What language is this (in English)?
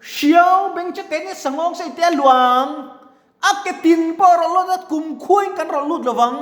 Mizo